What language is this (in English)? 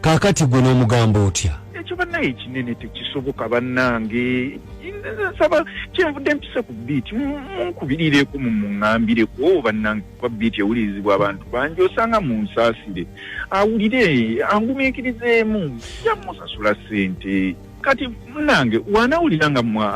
Ganda